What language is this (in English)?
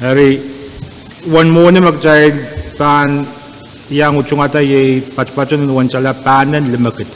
Pohnpeian